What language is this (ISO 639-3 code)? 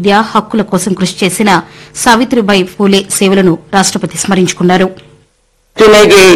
tel